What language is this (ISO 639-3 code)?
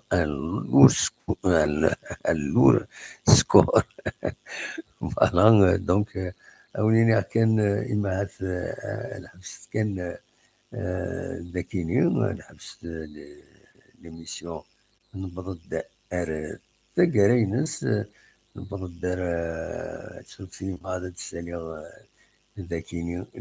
kab